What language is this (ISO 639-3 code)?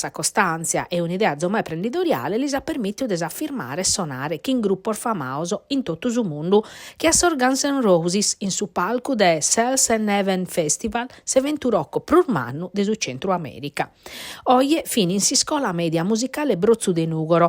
srd